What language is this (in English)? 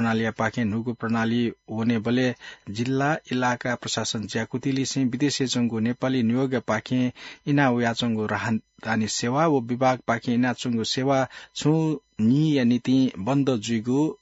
Newari